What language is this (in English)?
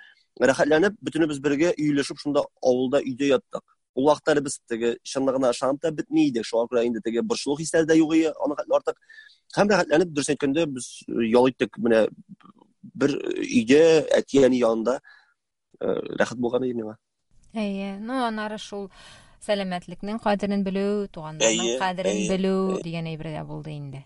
Tatar